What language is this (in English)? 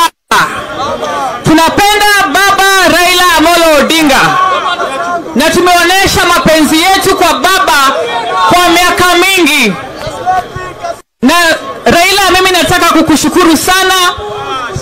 Swahili